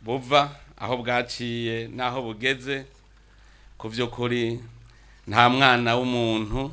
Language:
Rundi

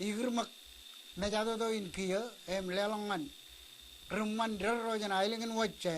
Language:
Marshallese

